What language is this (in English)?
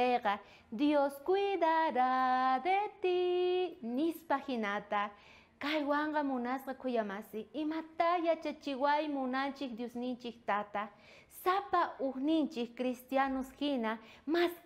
South Bolivian Quechua